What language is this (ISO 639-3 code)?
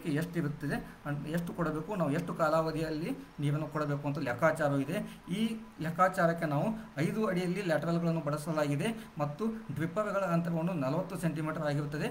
kan